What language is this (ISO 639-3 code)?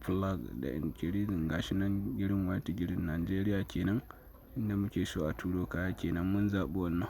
hau